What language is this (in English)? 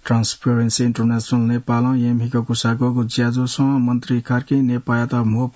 Newari